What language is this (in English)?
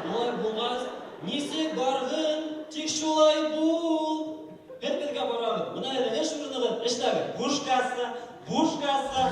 Bashkir